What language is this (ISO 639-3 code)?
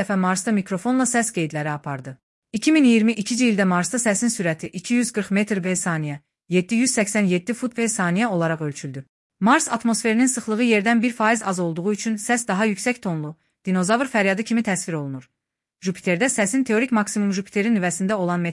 aze